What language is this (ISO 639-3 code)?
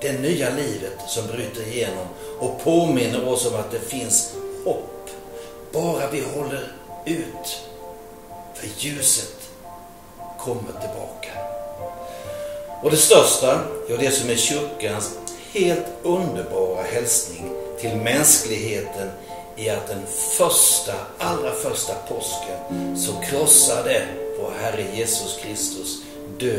swe